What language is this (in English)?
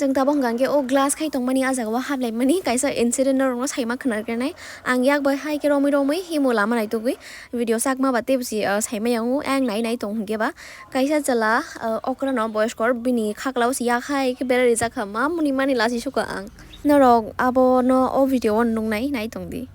Kok Borok